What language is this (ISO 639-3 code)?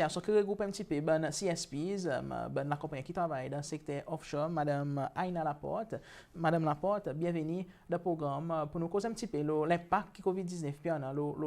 crs